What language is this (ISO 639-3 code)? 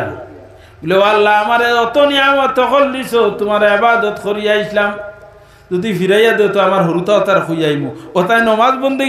syl